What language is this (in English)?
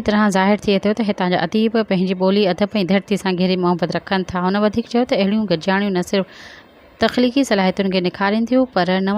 Sindhi